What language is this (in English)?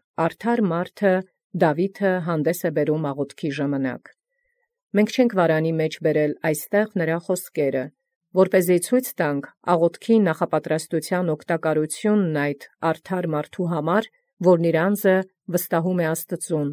Armenian